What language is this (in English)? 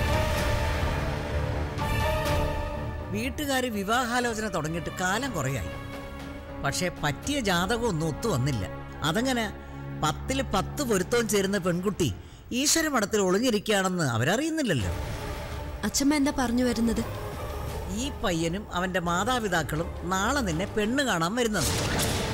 Malayalam